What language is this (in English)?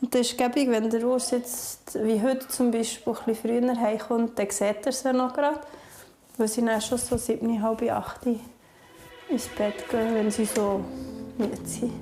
Swiss German